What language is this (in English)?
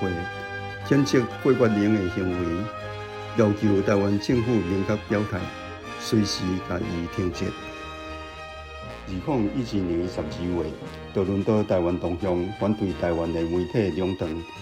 Min Nan Chinese